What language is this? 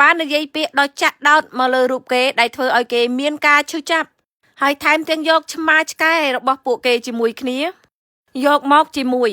Khmer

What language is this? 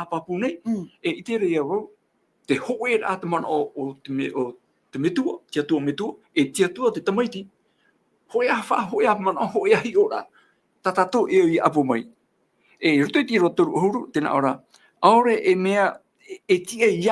Tahitian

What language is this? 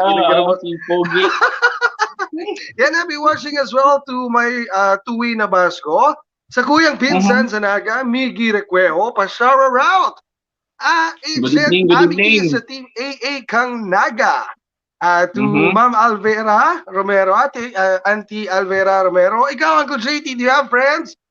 Bikol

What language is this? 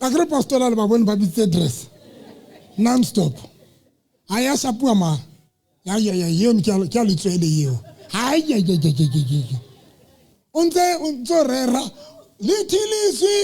Southern Sotho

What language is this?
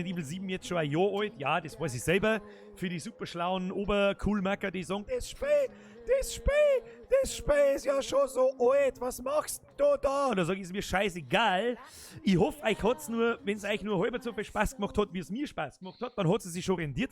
Bavarian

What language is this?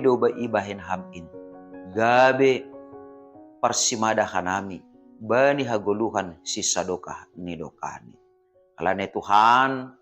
Batak Simalungun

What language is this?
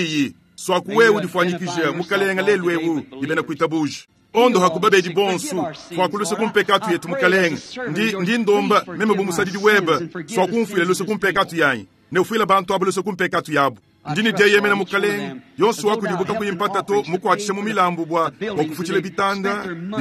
Luba-Lulua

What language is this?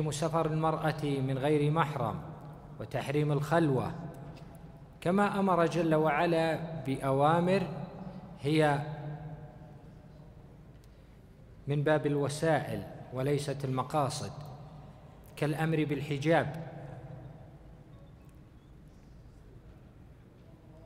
Arabic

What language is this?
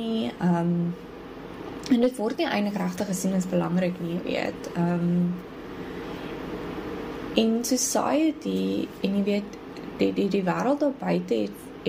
Afrikaans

